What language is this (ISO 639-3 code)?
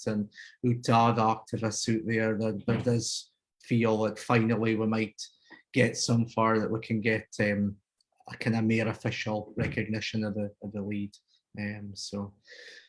sco